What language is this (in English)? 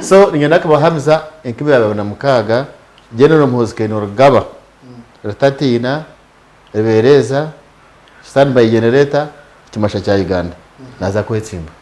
Nyankole